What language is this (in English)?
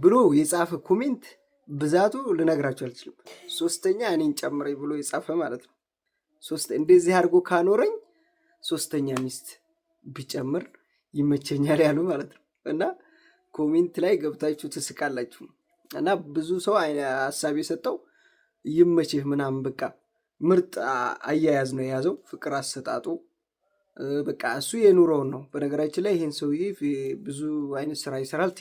Amharic